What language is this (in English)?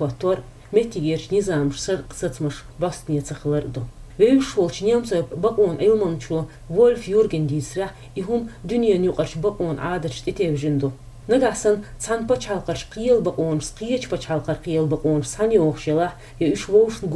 Chechen